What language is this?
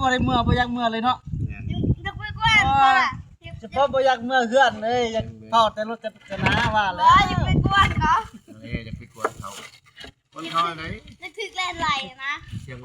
Northeastern Thai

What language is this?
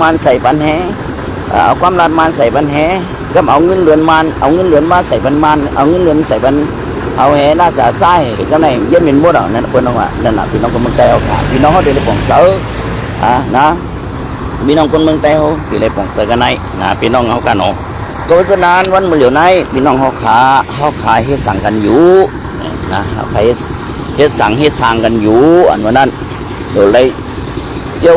Shan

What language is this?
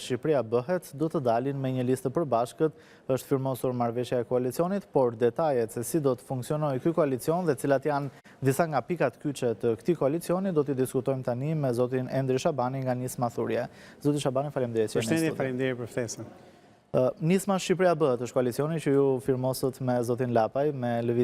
Albanian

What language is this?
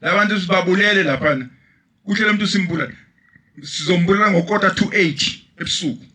Zulu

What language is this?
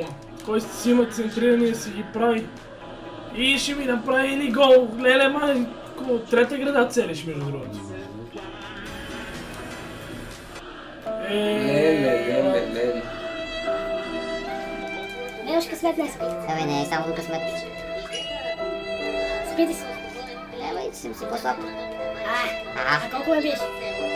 Bulgarian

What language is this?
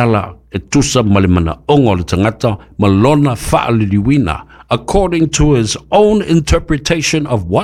Samoan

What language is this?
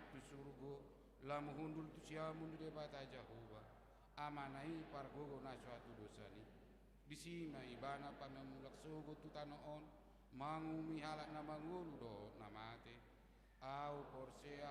Batak Toba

